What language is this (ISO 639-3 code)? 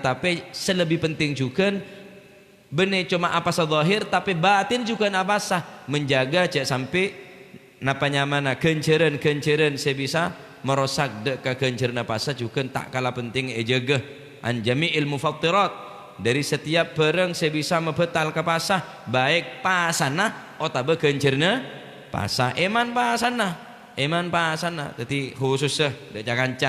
mad